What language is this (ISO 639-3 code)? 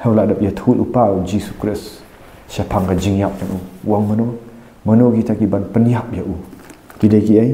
kha